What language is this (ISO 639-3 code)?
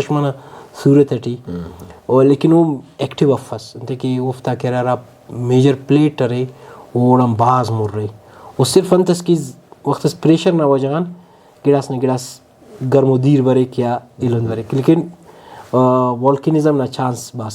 brh